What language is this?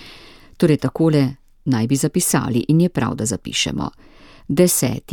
Slovenian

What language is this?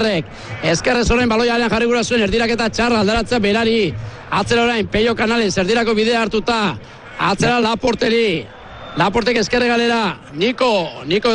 Basque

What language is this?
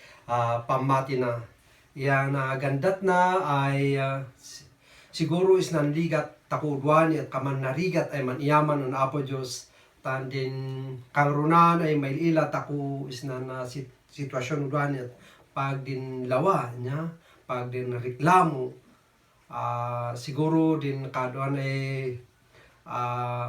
Kankanaey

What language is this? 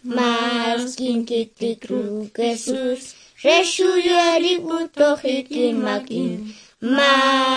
Kʼicheʼ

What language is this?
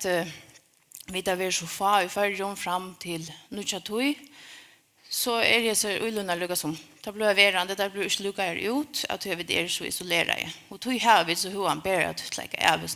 Faroese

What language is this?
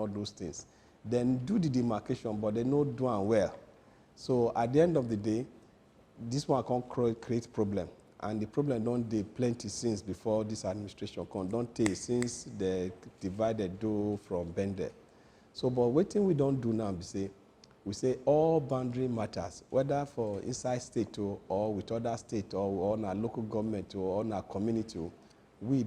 Nigerian Pidgin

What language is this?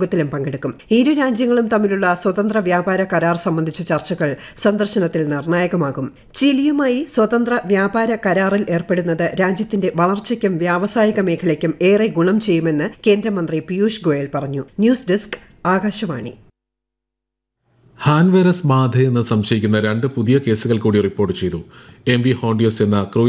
Malayalam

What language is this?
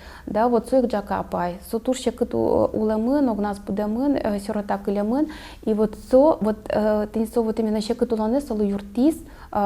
Udmurt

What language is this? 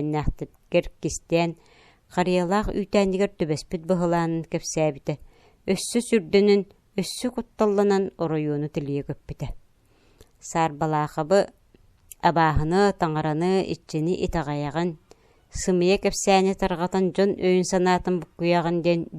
Yakut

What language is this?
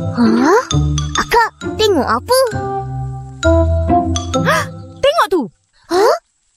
Malay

